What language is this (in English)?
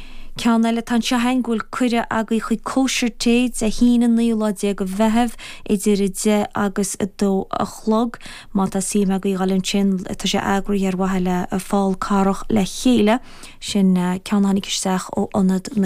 Irish